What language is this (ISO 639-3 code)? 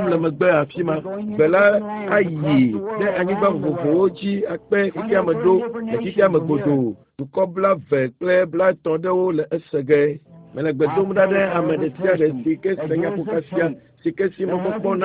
ewe